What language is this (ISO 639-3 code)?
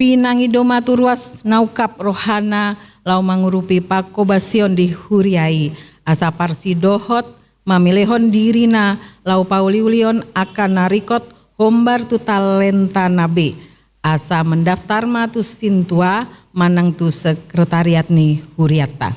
bbc